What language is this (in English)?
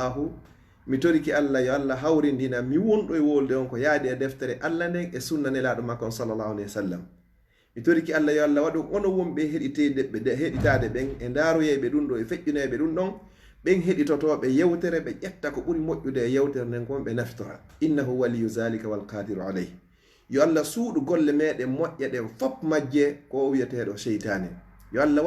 Fula